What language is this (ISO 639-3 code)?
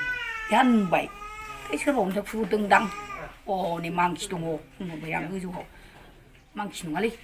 brx